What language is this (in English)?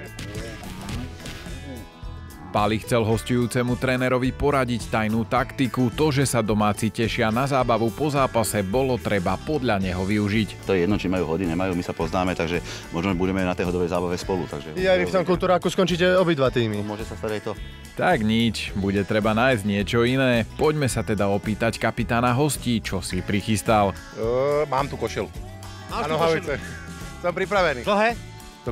Slovak